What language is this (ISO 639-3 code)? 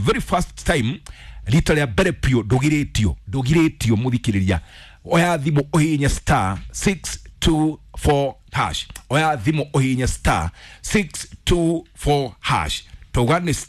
kik